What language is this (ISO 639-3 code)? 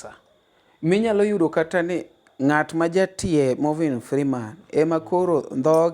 luo